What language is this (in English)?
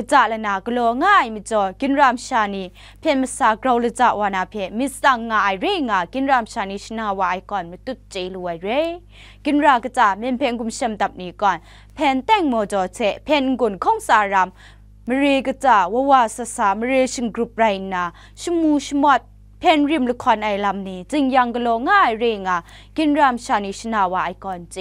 Kachin